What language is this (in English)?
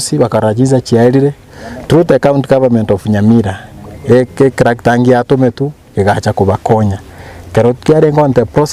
Gusii